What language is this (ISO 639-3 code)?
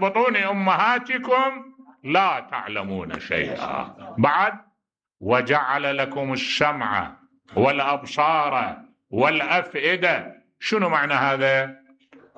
acm